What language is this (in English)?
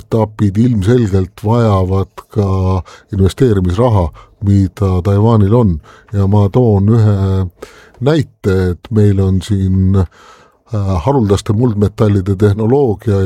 Estonian